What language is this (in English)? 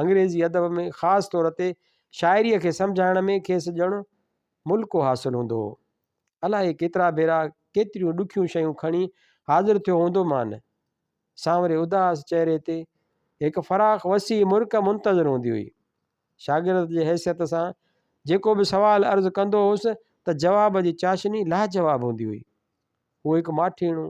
Sindhi